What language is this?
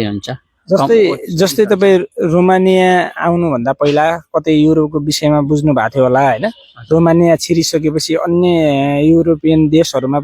Nepali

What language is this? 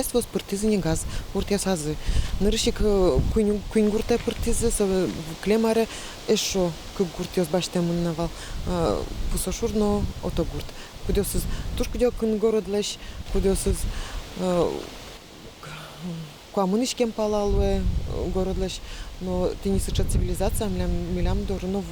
Udmurt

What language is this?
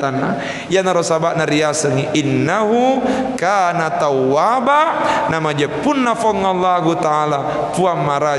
Buginese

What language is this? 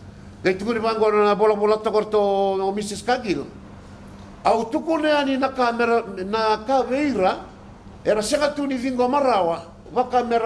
Fijian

